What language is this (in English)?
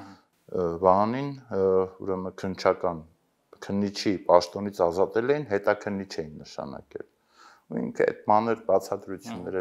Armenian